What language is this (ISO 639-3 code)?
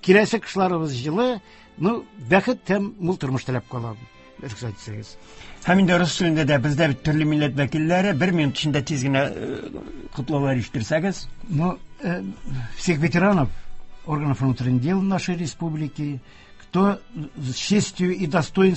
tat